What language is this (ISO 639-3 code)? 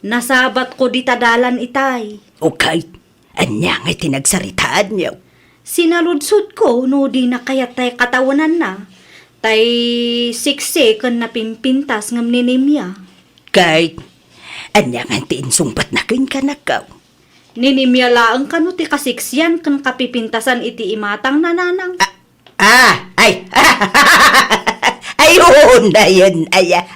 ilo